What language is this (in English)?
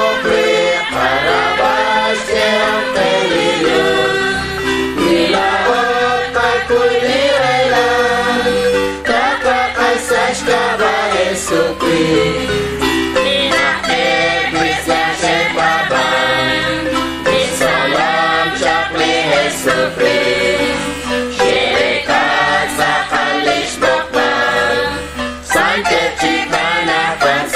Kekchí